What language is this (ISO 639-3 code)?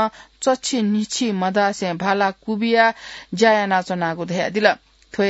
new